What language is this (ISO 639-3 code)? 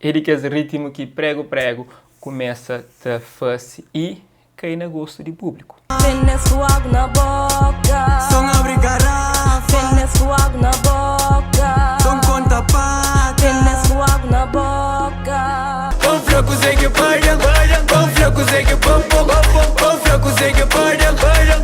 kea